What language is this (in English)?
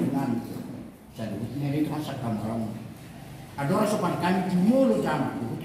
Batak Toba